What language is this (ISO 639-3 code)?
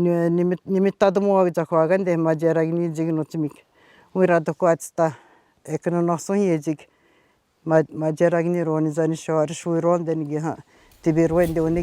atj